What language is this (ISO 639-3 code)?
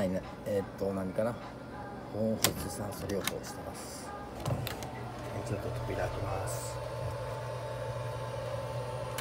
jpn